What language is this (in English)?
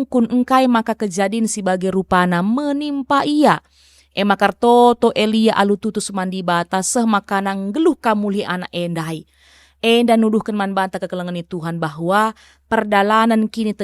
Batak Karo